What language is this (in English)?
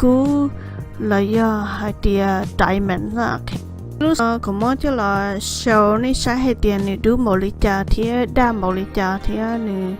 Hmong